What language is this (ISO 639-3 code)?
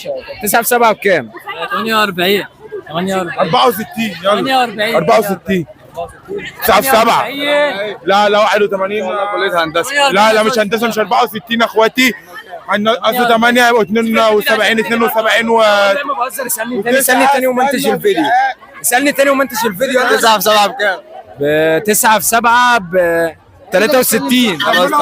arz